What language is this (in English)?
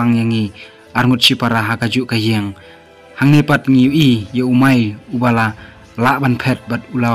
Khasi